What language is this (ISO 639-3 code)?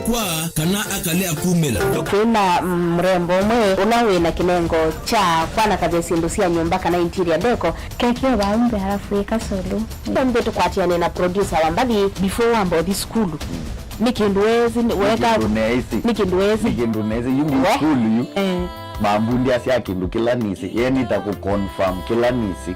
kam